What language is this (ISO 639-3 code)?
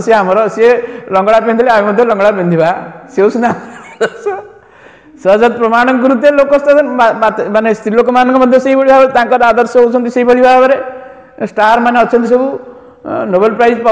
ori